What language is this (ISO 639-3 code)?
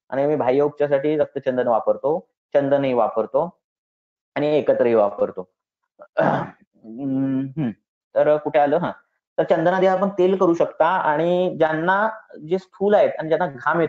mar